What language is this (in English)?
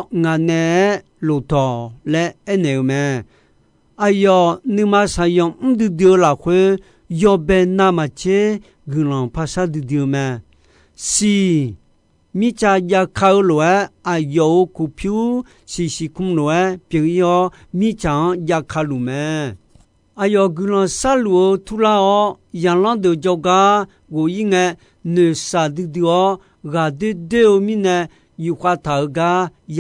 Akha